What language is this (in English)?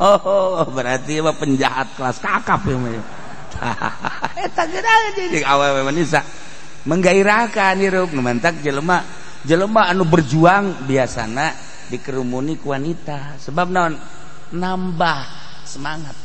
Sundanese